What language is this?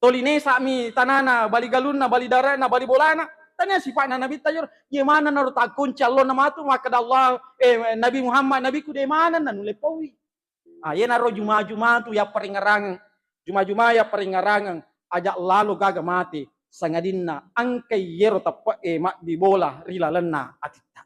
Buginese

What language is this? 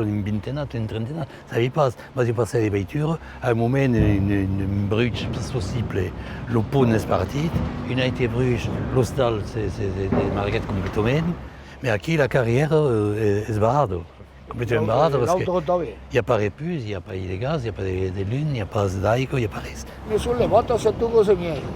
Occitan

